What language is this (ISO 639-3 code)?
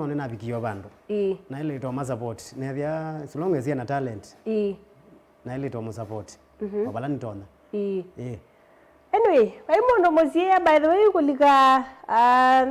kam